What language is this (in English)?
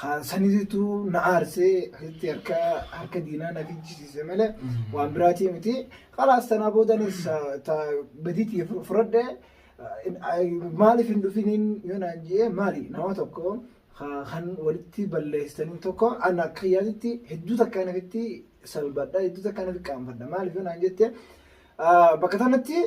Oromo